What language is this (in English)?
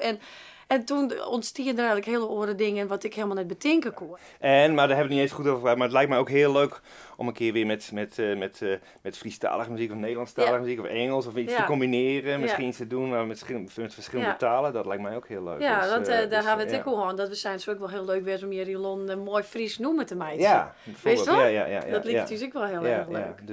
Western Frisian